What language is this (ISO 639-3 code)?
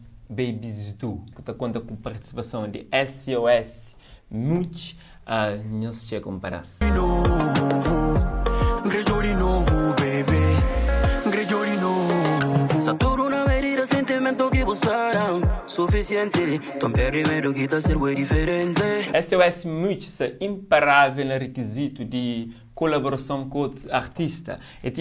kea